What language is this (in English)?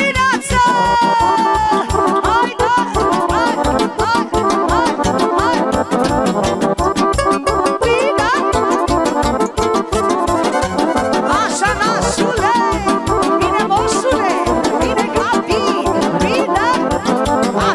Romanian